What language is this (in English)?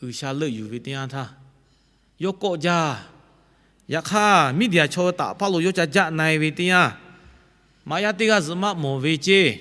Lahu